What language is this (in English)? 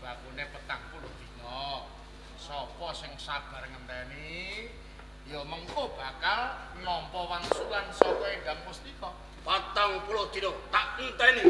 Javanese